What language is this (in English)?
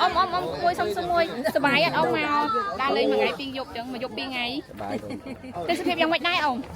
Khmer